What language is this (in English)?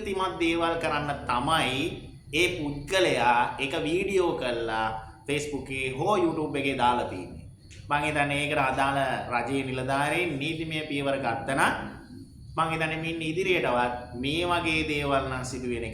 Sinhala